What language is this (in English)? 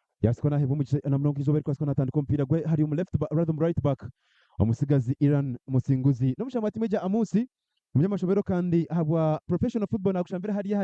Nyankole